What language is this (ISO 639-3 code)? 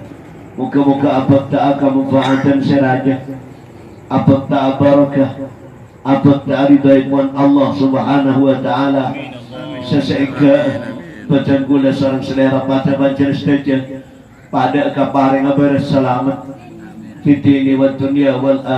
mad